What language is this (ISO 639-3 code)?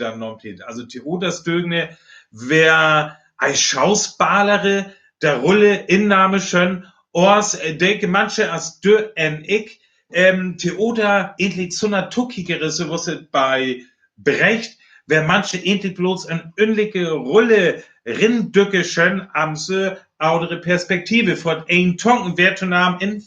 frr